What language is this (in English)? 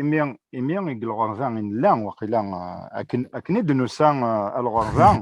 Kabyle